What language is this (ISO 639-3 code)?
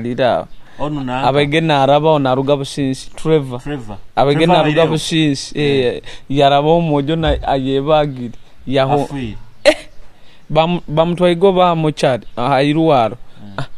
nyo